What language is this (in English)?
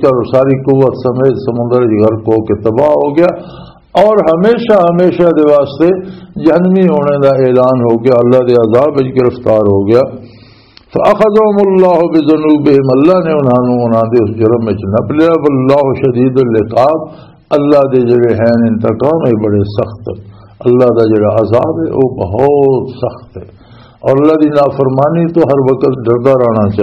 Western Panjabi